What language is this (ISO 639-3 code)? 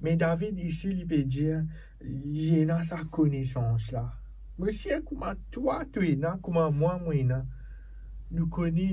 mfe